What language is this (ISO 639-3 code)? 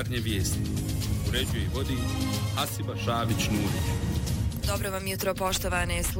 bos